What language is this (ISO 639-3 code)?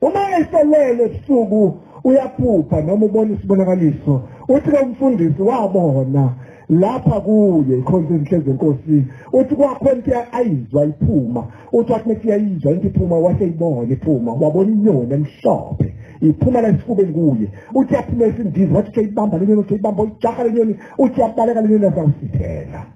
zul